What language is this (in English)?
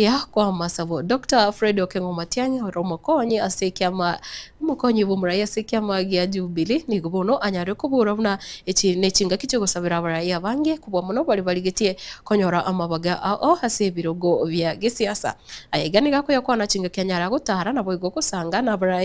Gusii